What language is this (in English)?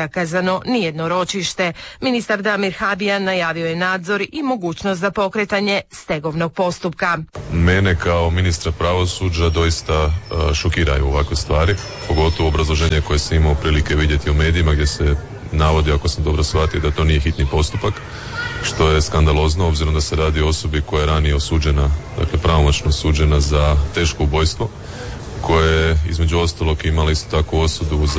Croatian